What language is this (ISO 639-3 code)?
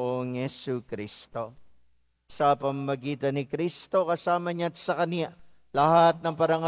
fil